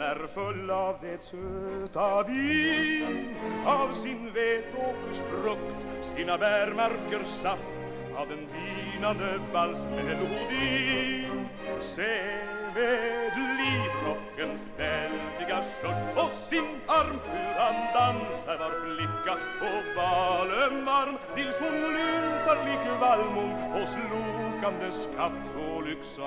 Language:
Swedish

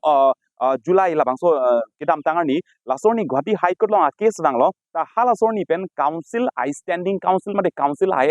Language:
Karbi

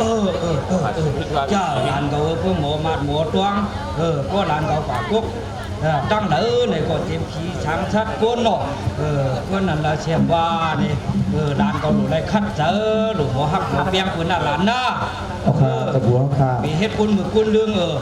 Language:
Shan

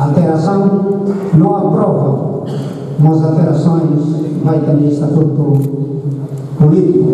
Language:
Tetum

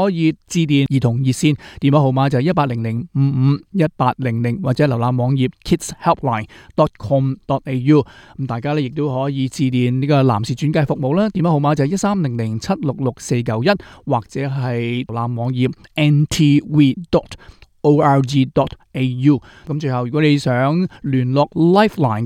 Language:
Cantonese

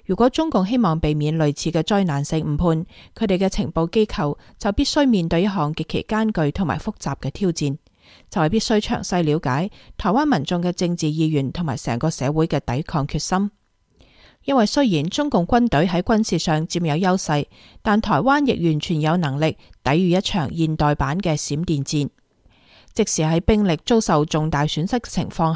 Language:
Cantonese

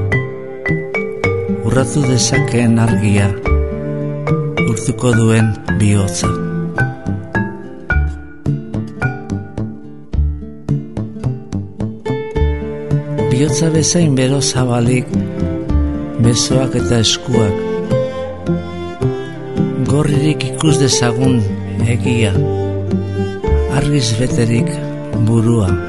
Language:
Basque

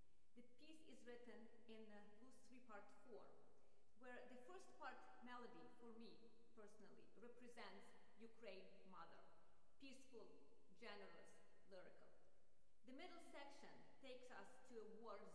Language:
English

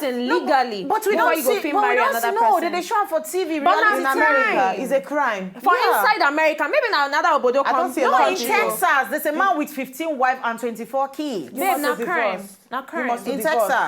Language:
Nigerian Pidgin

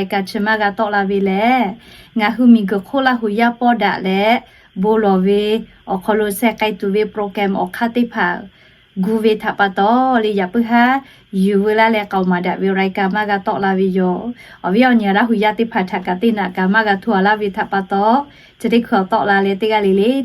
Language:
Lahu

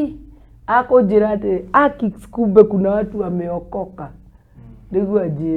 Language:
Kikuyu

